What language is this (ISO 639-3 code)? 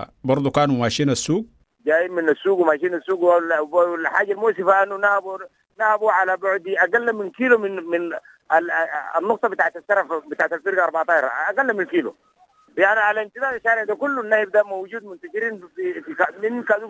apd